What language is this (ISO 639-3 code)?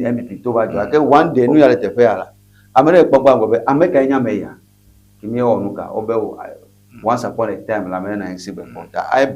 ewe